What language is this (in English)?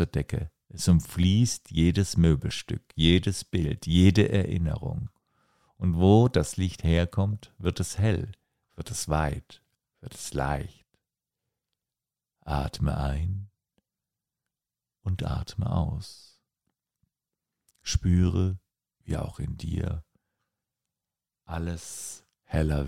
German